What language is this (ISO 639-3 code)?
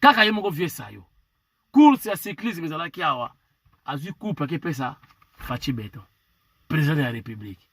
lin